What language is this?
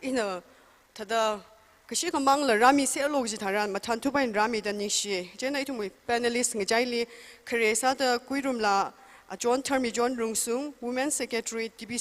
Tangkhul Naga (India)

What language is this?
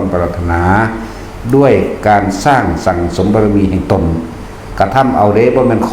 Northeastern Thai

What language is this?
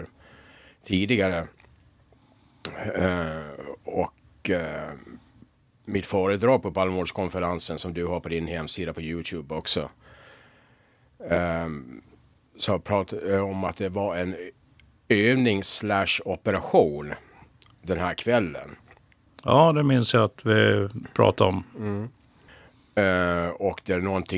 Swedish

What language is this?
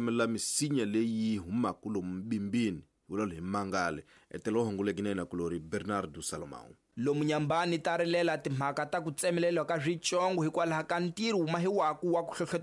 Tsonga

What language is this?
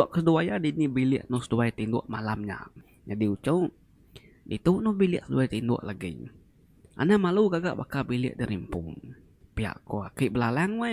Iban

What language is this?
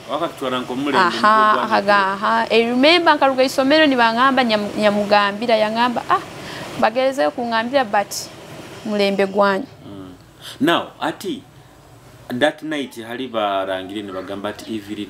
Nyoro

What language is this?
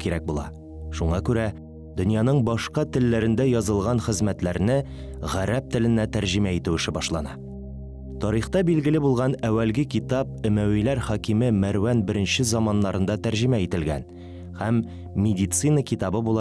Tatar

